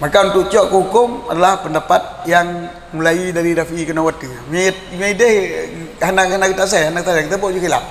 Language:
Achinese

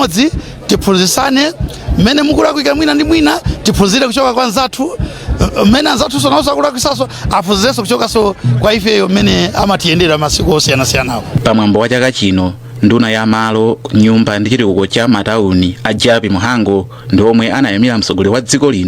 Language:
Nyanja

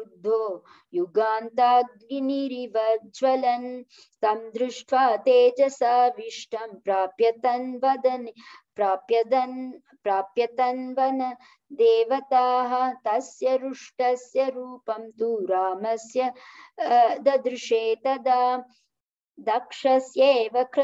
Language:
Sanskrit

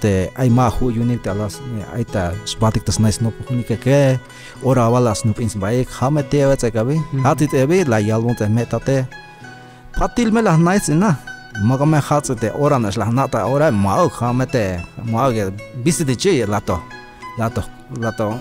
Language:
Tzeltal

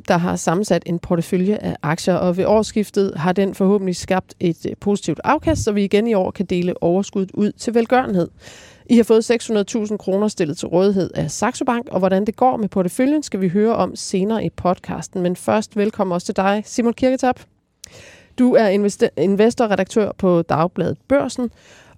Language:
Danish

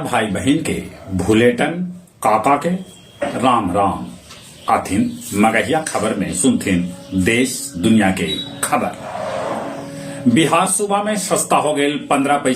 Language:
Magahi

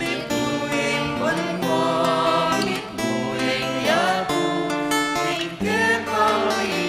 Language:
Pampanga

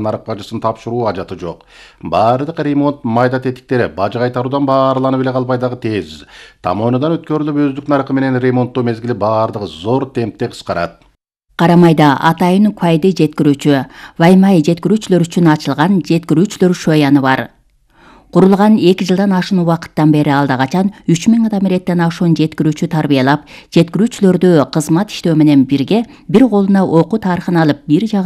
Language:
Kyrgyz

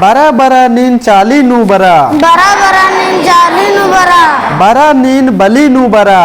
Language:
Kurukh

